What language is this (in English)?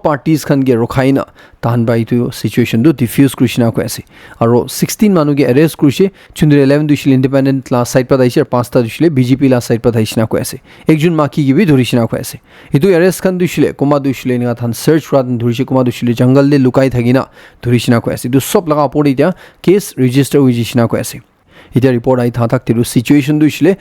Naga Pidgin